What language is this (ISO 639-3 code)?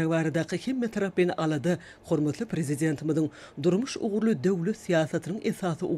tuk